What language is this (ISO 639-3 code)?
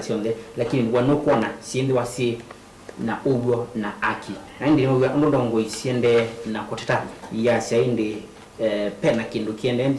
kam